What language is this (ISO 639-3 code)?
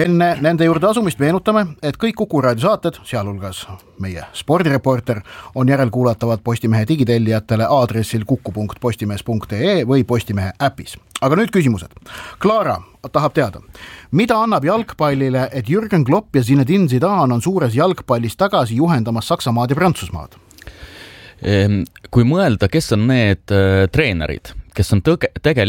est